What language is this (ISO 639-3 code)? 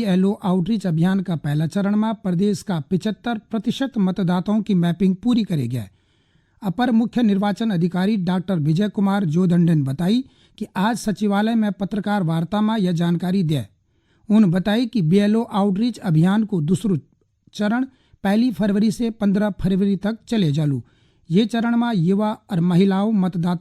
gbm